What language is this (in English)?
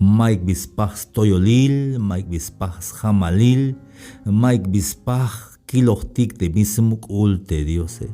Tzeltal